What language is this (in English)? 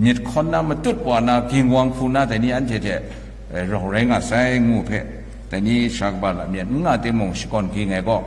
Kachin